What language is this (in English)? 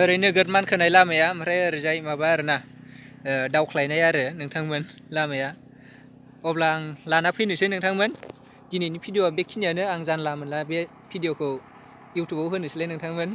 Bodo